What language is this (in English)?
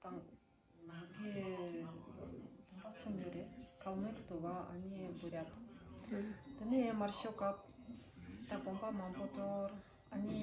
Tibetan